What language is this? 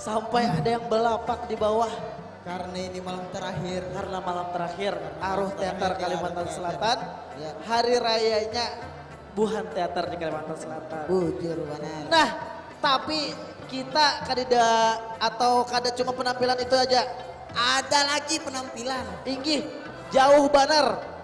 Banjar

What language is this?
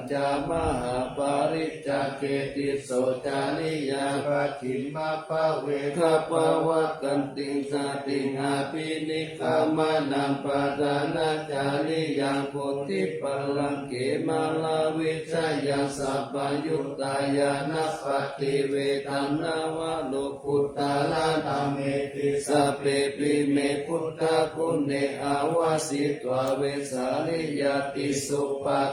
Pali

